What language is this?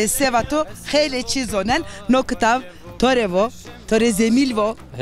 Zaza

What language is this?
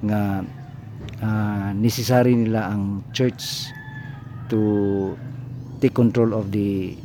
Cebuano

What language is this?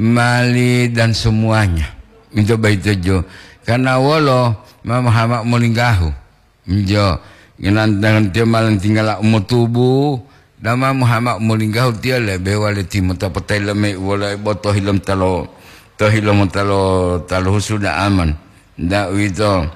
Gorontalo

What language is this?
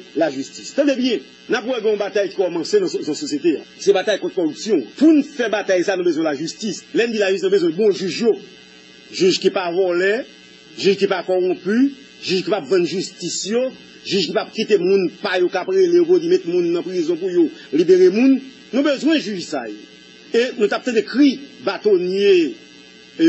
Haitian Creole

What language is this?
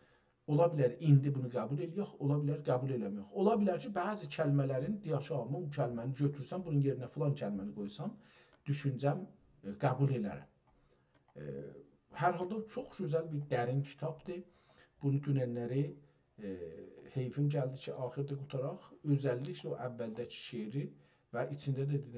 South Azerbaijani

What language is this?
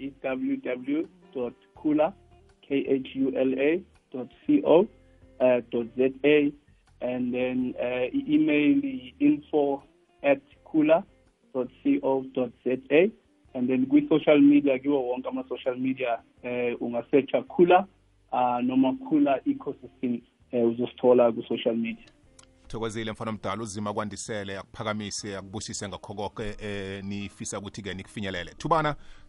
South Ndebele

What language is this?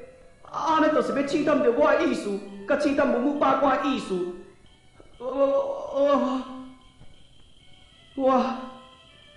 Min Nan Chinese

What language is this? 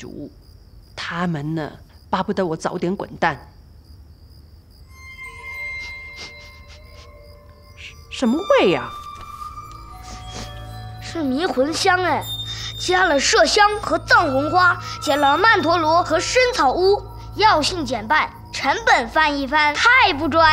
Chinese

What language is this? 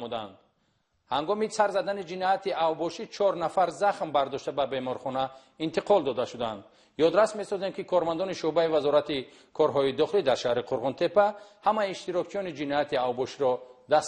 Tajik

